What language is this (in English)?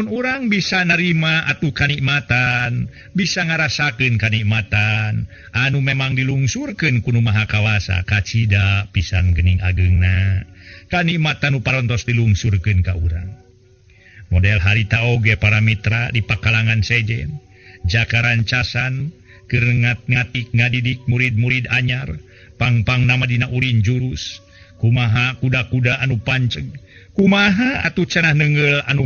Sundanese